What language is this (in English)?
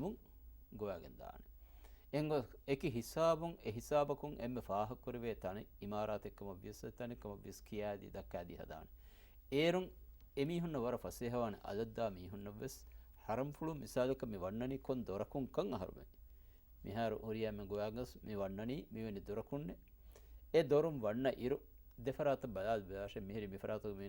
Divehi